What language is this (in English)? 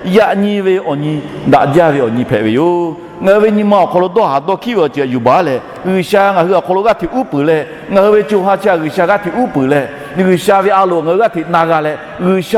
Lahu